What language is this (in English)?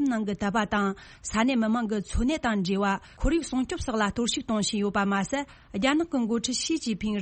Tibetan